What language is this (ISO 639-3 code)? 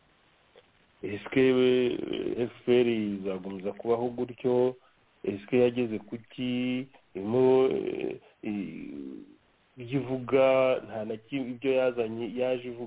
kin